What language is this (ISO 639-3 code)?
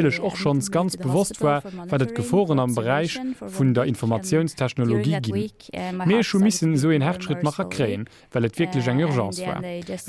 ltz